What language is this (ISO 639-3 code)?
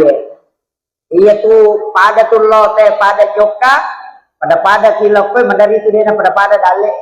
bug